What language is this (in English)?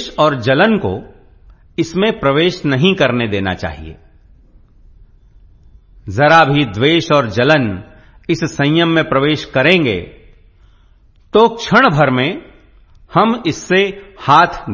Hindi